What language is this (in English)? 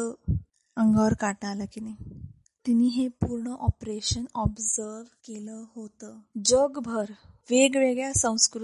Marathi